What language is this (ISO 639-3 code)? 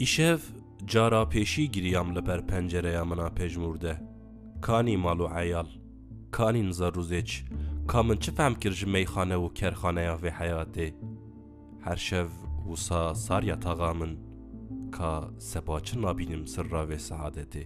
kur